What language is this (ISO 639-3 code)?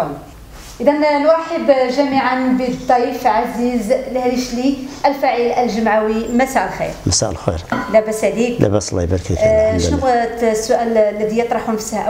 ary